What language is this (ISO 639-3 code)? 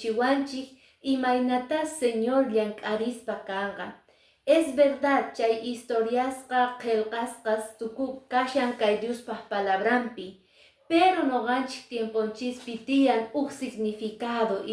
que